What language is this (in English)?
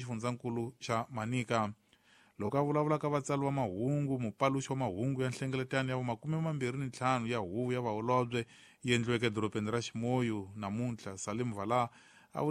Tsonga